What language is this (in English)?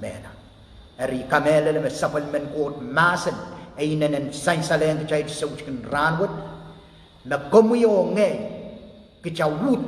Pohnpeian